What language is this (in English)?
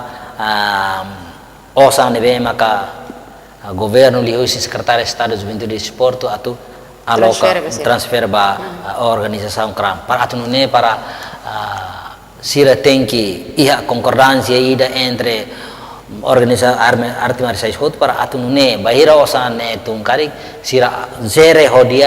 Tetum